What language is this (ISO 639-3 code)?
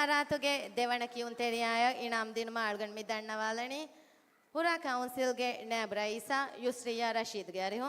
div